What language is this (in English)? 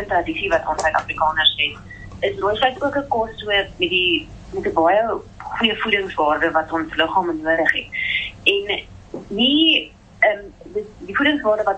Afrikaans